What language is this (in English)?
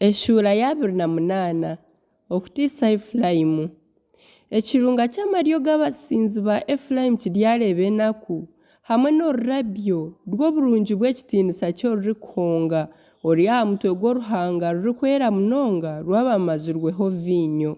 Nyankole